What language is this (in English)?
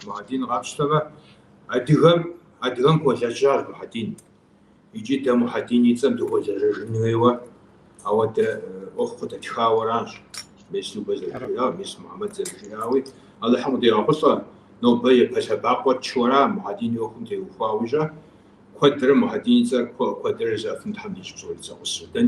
Kabardian